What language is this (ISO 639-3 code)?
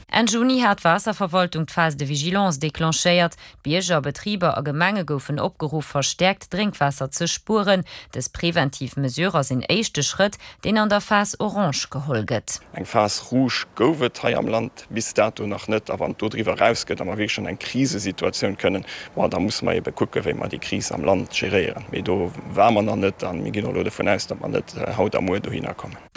ltz